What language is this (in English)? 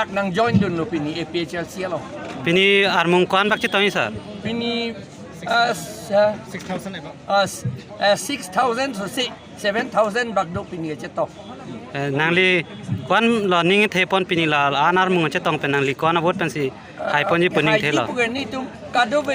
Karbi